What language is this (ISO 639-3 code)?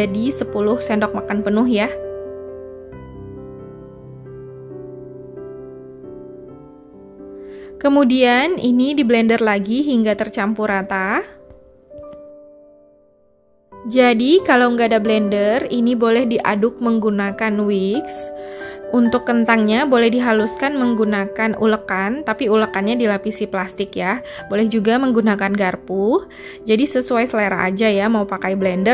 ind